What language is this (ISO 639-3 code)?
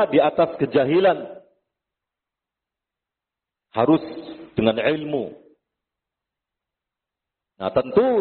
ind